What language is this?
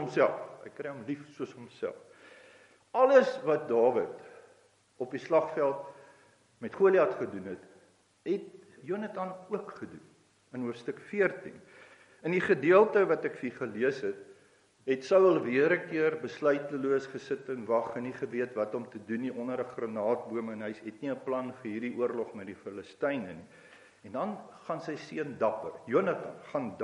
Afrikaans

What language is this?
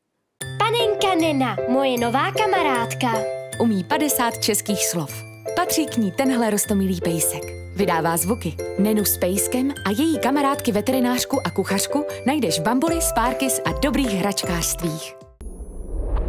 Czech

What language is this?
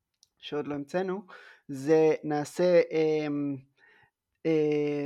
Hebrew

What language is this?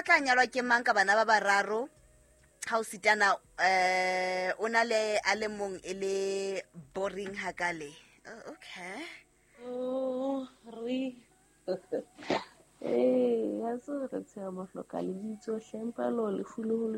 Southern Sotho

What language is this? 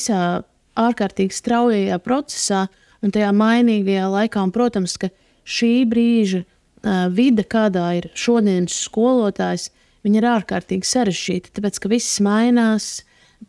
Latvian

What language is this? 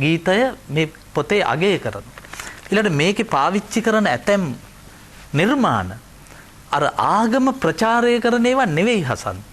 Sinhala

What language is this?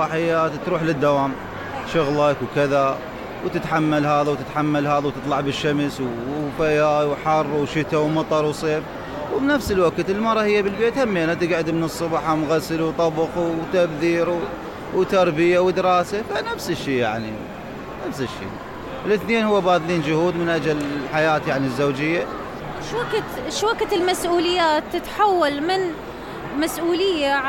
Mesopotamian Arabic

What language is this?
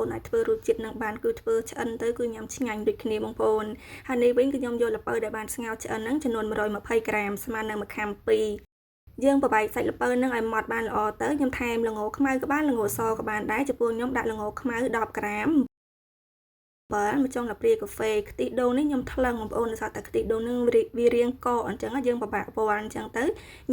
Khmer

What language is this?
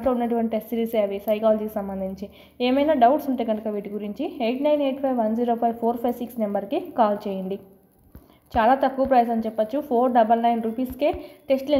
Telugu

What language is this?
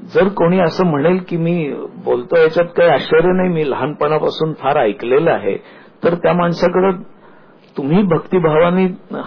Marathi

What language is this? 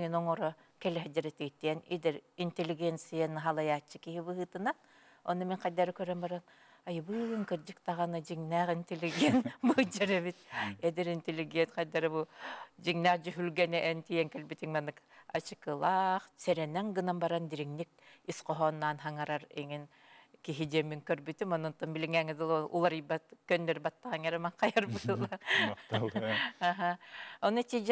Yakut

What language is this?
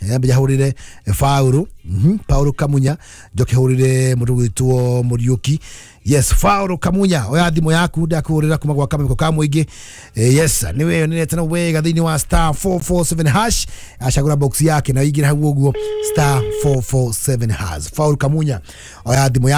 Kikuyu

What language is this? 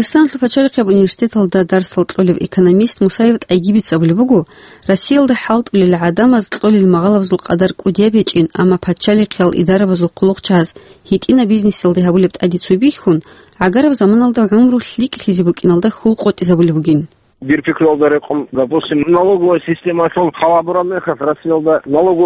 Avaric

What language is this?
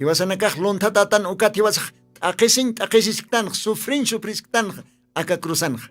Aymara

